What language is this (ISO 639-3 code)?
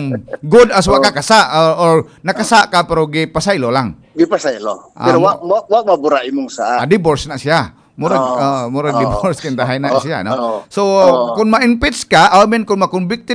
ceb